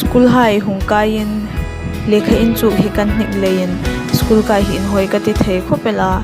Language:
Hmar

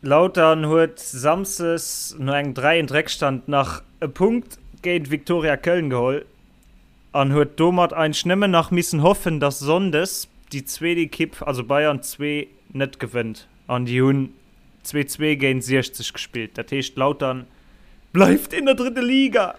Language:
Luxembourgish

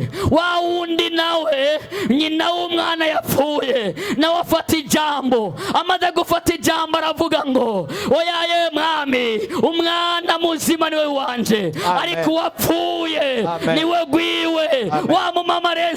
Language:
Rundi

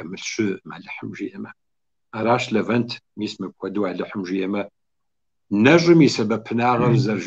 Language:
Kabardian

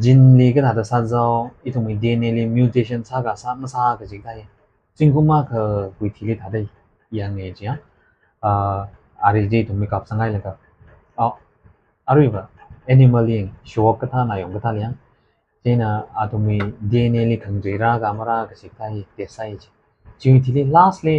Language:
Tangkhul Naga (India)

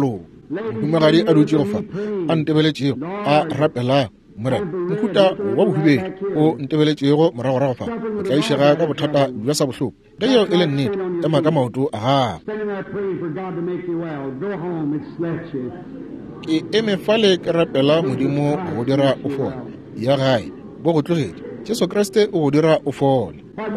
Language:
Northern Sotho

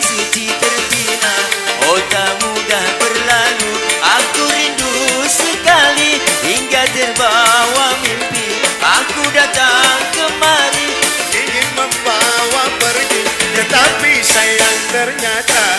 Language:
Betawi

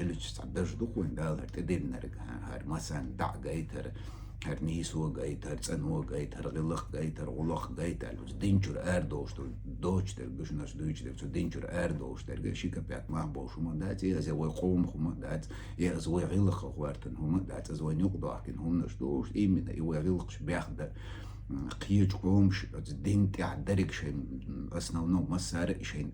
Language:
Chechen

